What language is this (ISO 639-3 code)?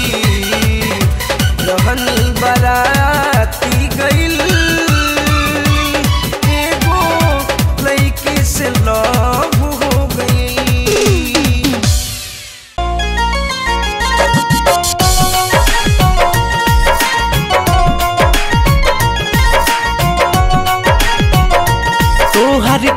bho